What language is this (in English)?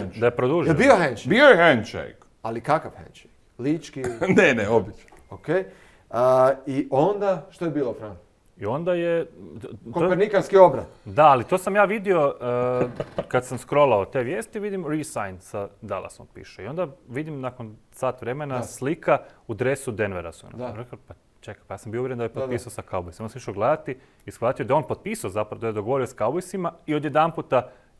Croatian